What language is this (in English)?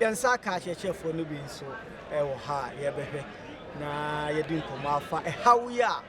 Akan